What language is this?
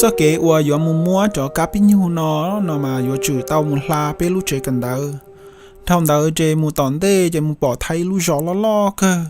Hmong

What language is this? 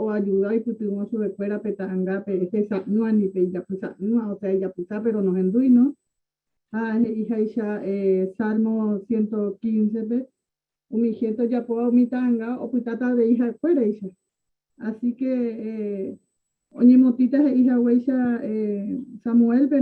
Guarani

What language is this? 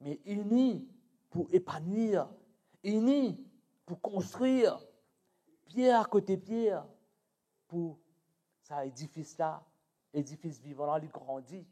Morisyen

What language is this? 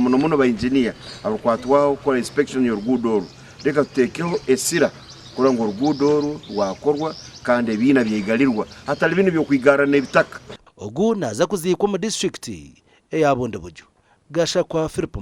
Nyankole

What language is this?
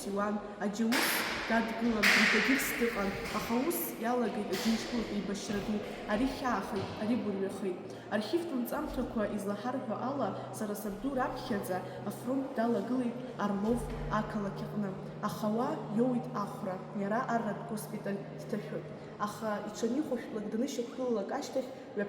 Abkhazian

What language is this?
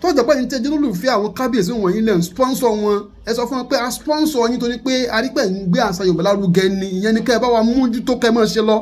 Yoruba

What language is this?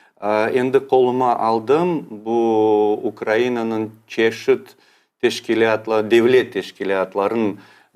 Crimean Tatar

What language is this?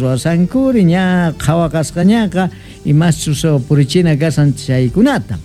South Bolivian Quechua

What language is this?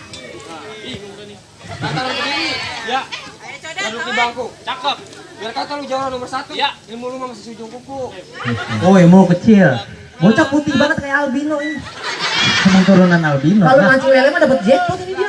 Betawi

